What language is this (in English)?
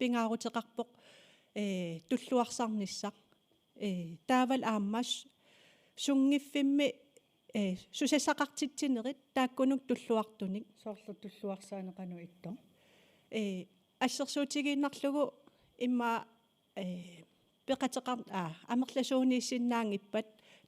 Kalaallisut